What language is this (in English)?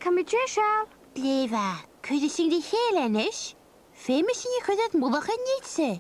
Scottish Gaelic